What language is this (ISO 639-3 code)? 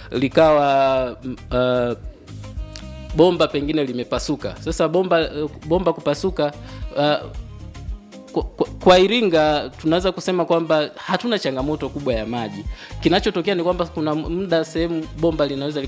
swa